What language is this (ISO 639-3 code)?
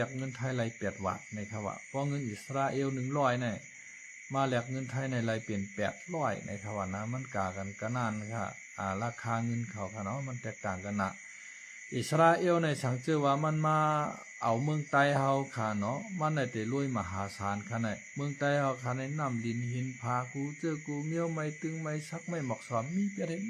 shn